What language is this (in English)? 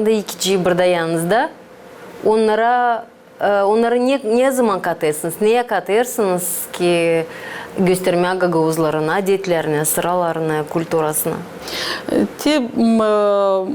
Gagauz